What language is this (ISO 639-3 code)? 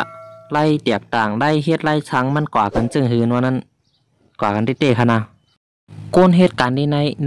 shn